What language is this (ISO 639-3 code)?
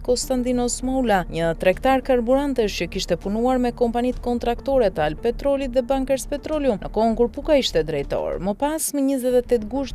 sqi